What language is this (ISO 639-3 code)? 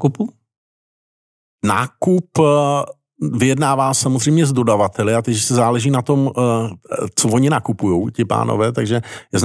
ces